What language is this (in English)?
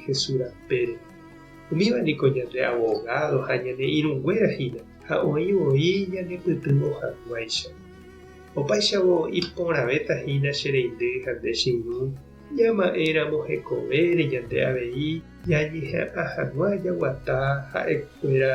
Guarani